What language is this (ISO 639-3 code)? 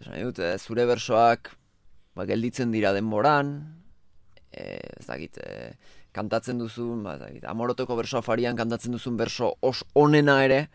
eus